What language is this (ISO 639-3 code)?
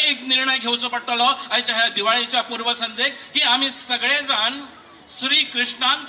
kok